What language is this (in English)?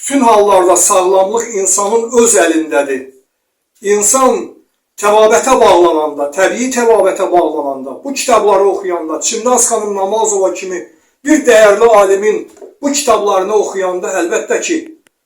Azerbaijani